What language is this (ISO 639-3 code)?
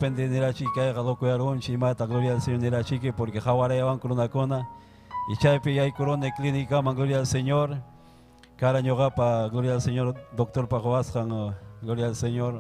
quy